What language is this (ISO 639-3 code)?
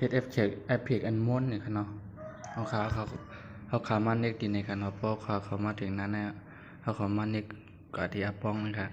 shn